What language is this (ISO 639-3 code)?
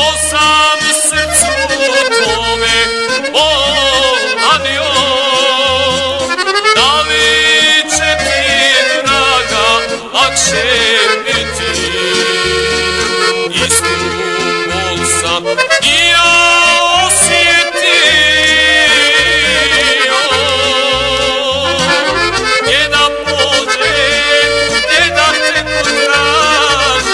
hrv